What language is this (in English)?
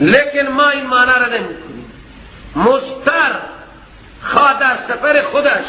Persian